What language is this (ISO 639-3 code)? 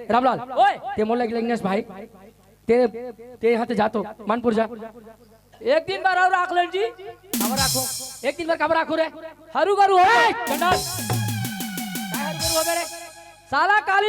hne